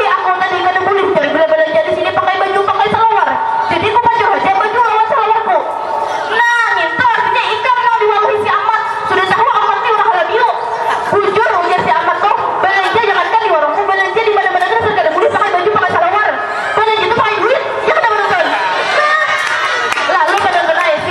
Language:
Banjar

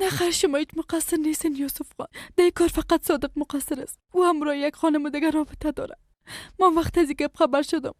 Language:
Persian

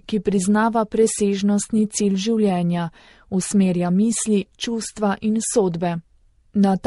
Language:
Slovenian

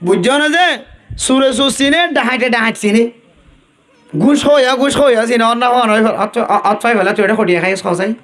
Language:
Rohingya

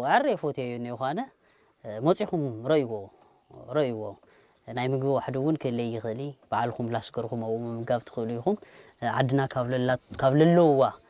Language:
Tigrinya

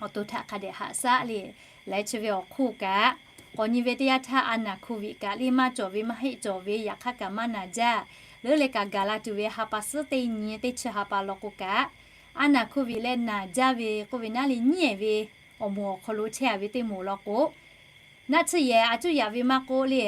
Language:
Lahu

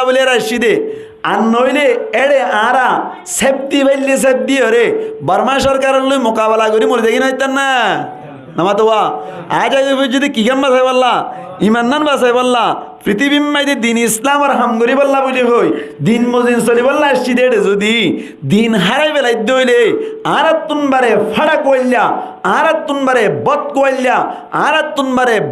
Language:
Rohingya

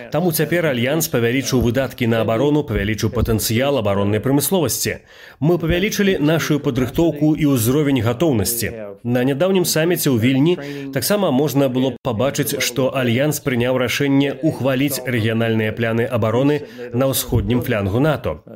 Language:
Belarusian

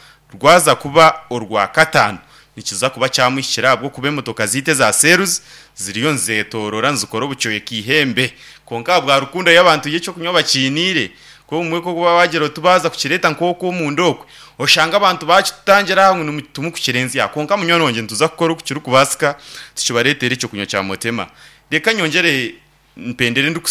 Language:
Nyankole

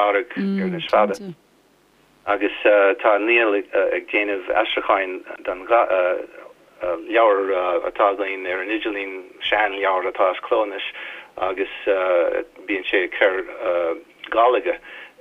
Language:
Irish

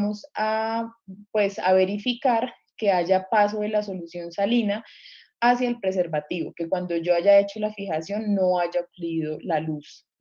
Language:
Spanish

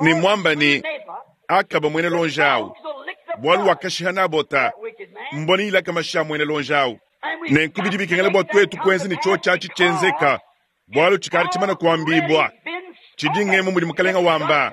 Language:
Luba-Lulua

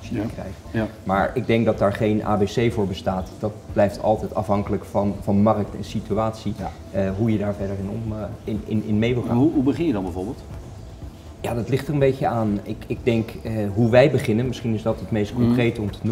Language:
Dutch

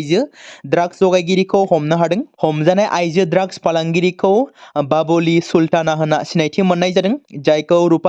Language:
Bodo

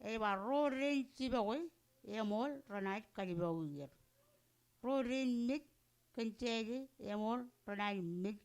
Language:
Marshallese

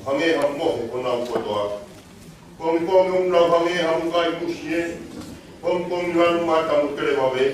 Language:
Tongan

